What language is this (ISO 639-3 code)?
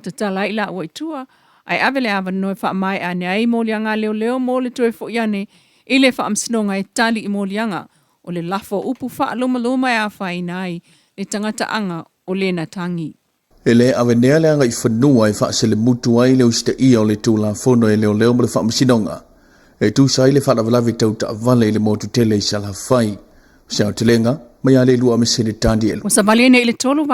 smo